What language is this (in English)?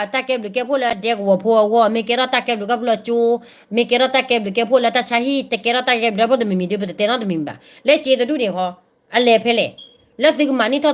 S'gaw Karen